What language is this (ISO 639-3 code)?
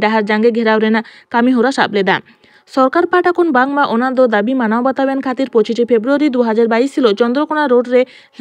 sat